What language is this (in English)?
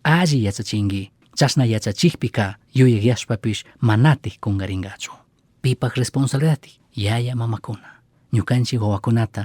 Chimborazo Highland Quichua